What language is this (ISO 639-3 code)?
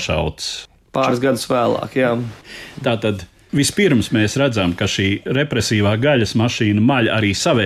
lav